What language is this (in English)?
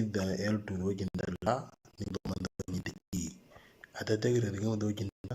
Moro